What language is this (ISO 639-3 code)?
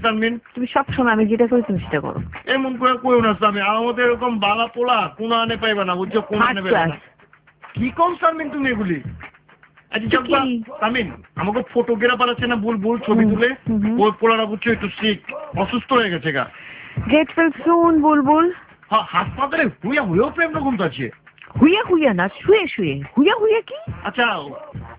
ben